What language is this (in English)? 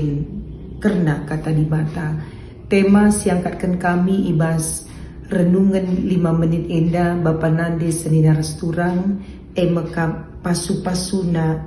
Batak Karo